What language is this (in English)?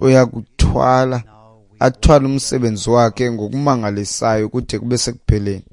Xhosa